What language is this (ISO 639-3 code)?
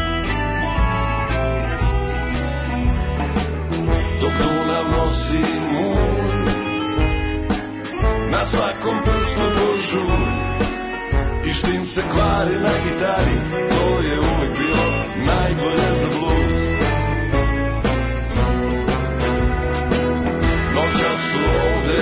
srp